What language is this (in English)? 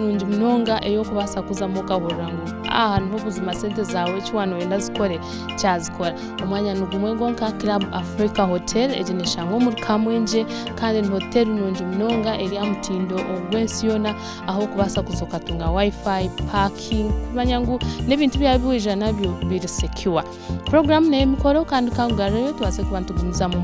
Nyankole